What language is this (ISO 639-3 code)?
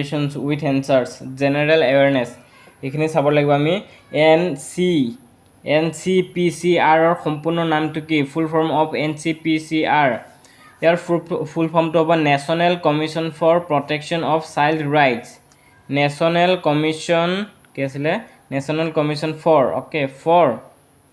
asm